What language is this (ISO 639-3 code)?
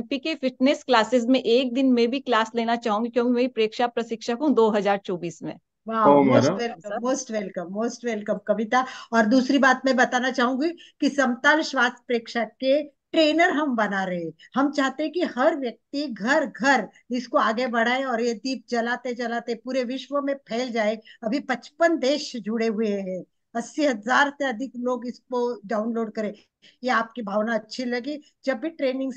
hin